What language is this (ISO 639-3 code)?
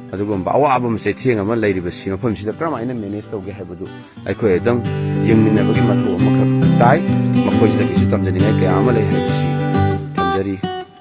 mni